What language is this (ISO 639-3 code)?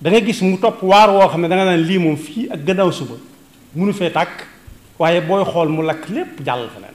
wol